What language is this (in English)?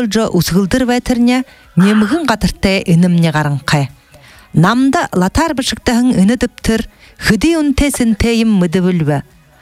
Buriat